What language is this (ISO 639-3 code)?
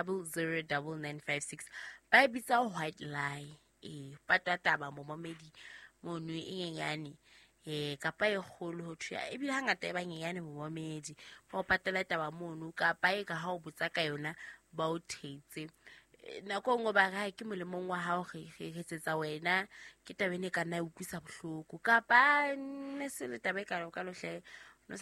sot